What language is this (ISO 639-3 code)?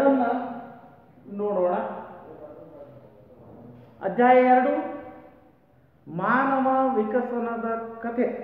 kan